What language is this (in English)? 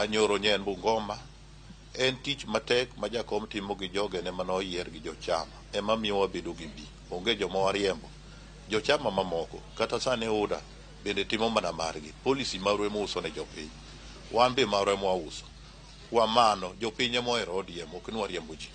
Luo (Kenya and Tanzania)